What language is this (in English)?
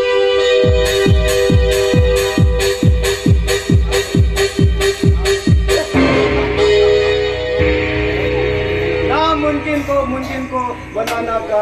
Konkani